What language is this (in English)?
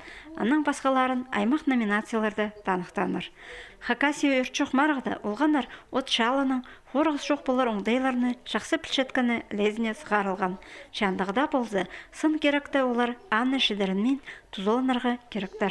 Khakas